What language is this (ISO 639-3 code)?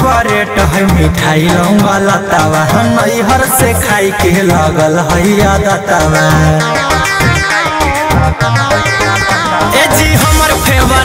bho